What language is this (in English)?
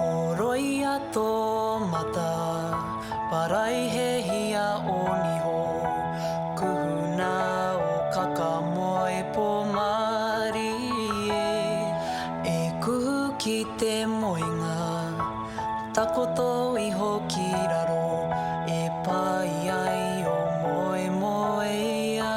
Māori